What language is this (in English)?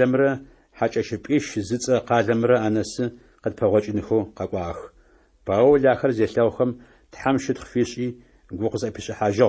Adyghe